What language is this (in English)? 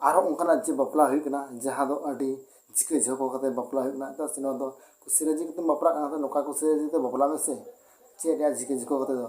Santali